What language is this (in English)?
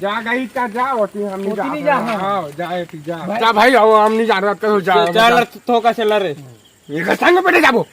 Chhattisgarhi